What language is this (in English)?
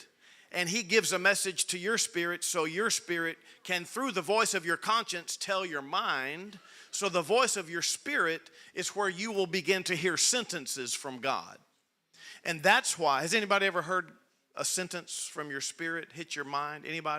English